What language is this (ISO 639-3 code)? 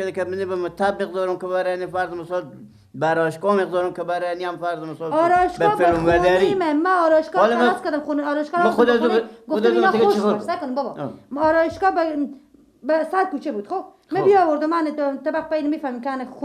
fas